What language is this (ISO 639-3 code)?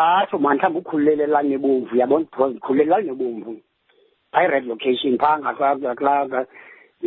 xho